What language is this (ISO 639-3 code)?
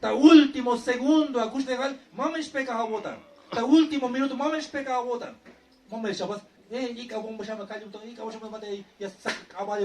tzh